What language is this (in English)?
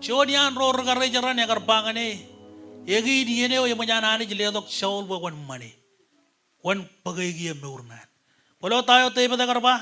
Marshallese